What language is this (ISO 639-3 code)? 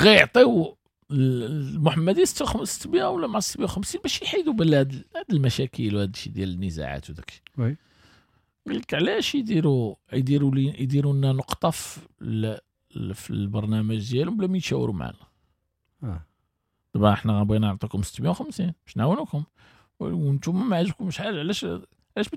ary